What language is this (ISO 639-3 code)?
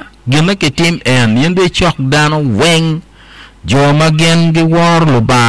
ach